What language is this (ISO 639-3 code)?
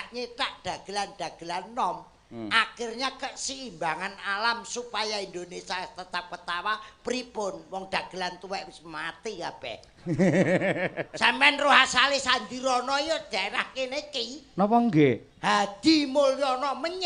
jav